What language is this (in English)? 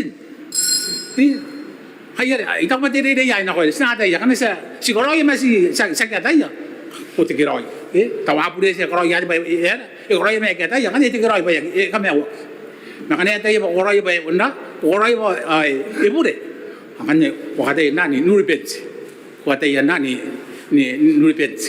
Gilbertese